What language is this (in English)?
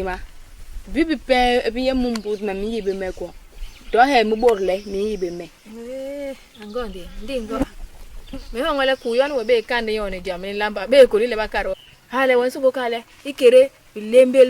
Basaa